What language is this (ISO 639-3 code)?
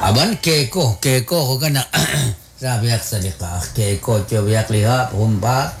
kek